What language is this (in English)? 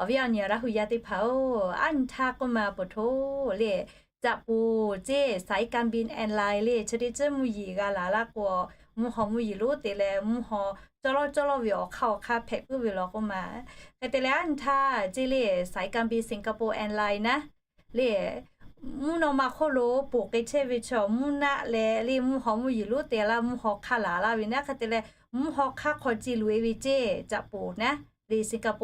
Lahu